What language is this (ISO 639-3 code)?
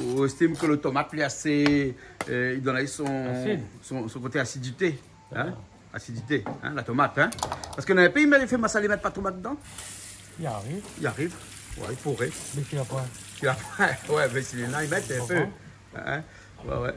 rcf